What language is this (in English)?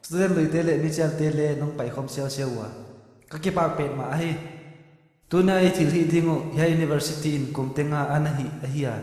Paite Chin